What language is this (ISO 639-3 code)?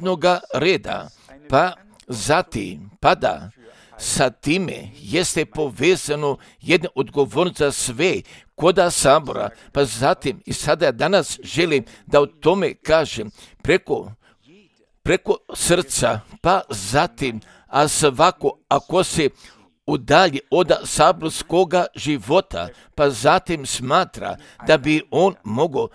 hrv